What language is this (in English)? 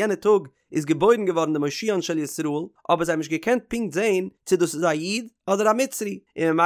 Yiddish